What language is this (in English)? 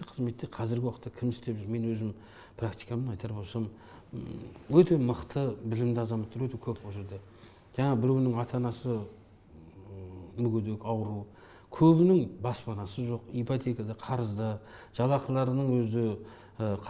Kazakh